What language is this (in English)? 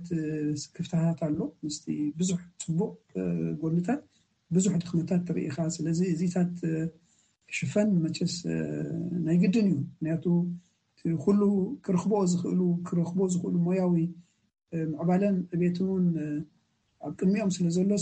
Tigrinya